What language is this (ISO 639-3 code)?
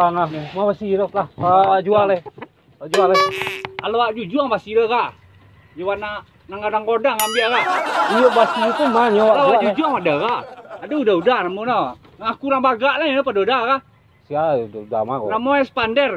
min